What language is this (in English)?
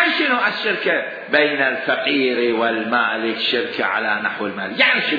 Mesopotamian Arabic